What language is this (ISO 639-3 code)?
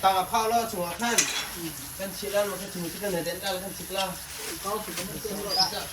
cnh